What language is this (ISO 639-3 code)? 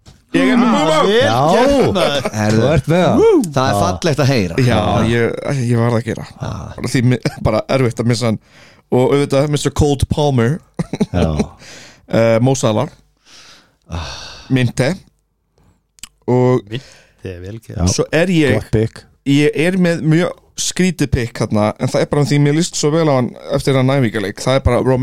isl